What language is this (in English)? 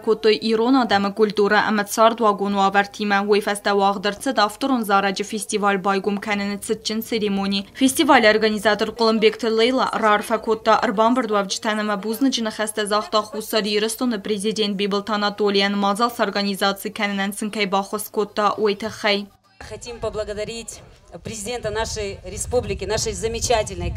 Ossetic